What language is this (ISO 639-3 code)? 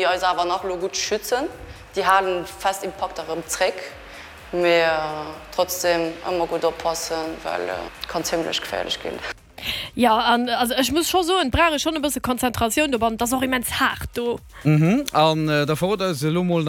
ltz